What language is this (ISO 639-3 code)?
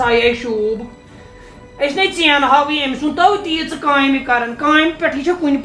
kas